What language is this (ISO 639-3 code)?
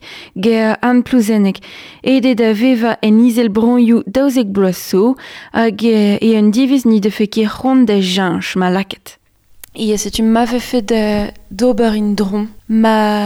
bre